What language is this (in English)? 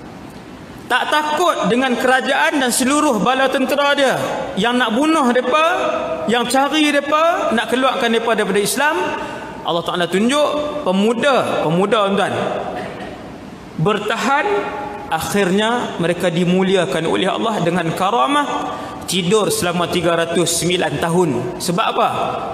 Malay